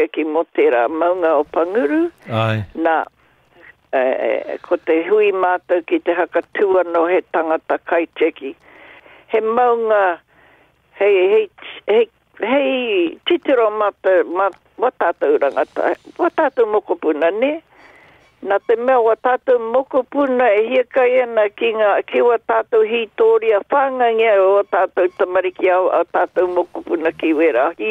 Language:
Māori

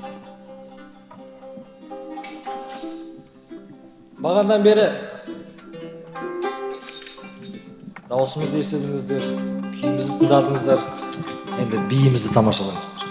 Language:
Kazakh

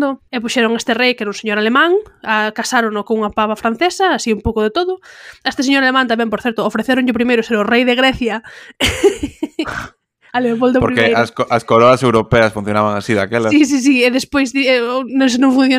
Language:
Galician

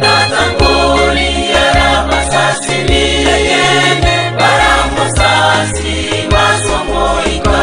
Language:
Gusii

